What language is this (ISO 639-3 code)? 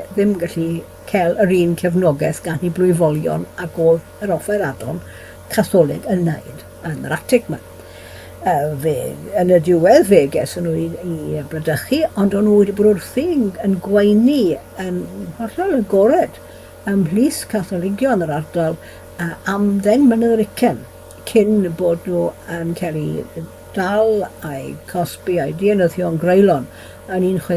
cym